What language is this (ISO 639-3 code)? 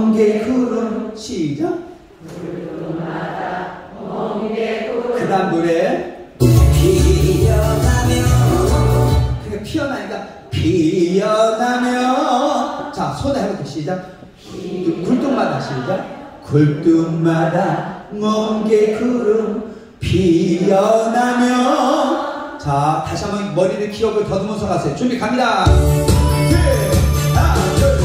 kor